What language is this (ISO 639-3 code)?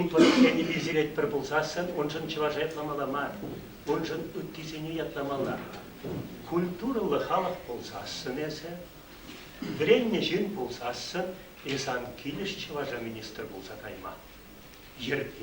chv